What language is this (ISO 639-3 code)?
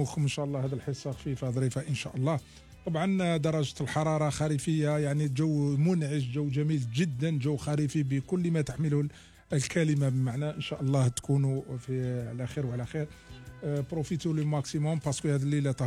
arq